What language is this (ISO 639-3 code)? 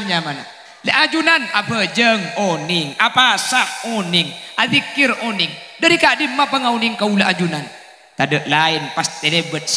mad